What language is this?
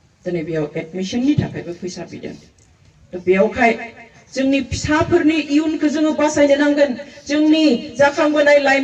Bodo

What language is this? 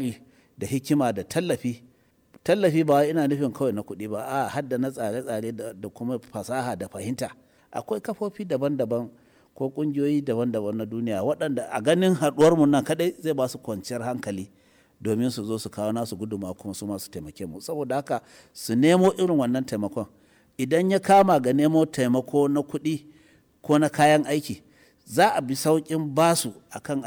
Hausa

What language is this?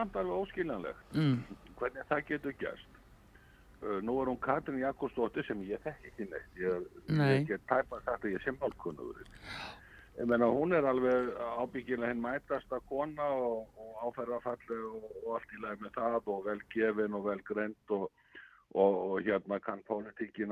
Icelandic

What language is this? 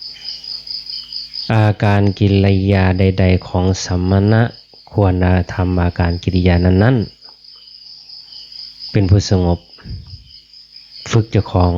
Lao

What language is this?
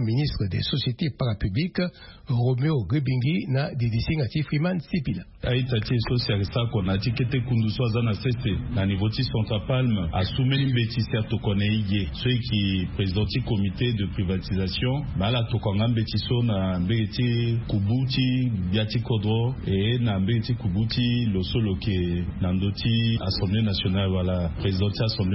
Sango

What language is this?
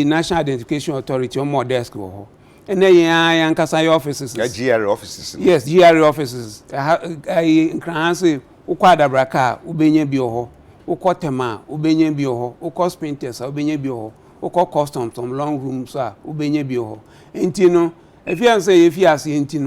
Akan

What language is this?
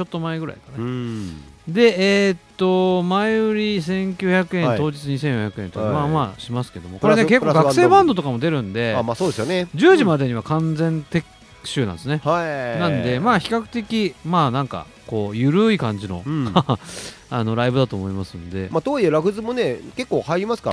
Japanese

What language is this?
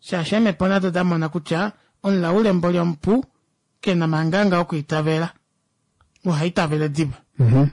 Kuanyama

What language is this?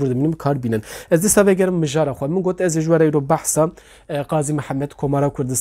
Kurdish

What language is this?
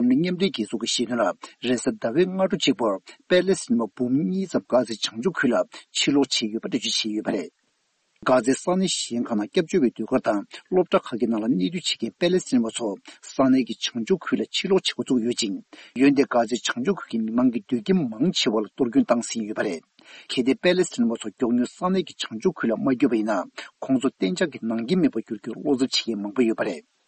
Tibetan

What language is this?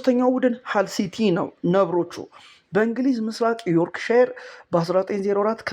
Amharic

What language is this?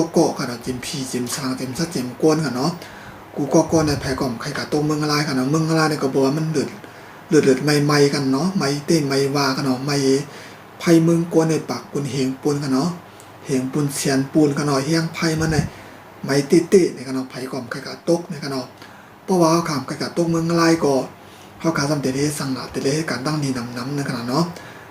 Shan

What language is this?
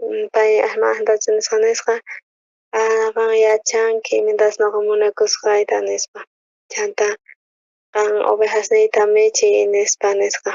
South Bolivian Quechua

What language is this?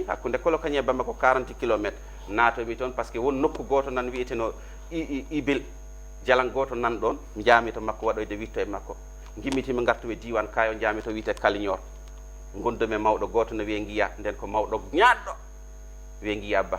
Fula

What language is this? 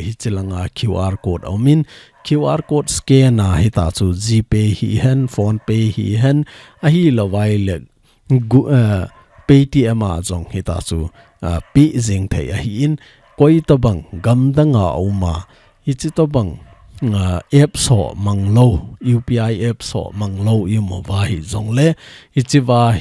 Thado Chin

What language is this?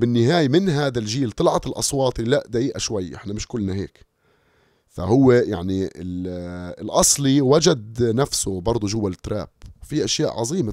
North Levantine Arabic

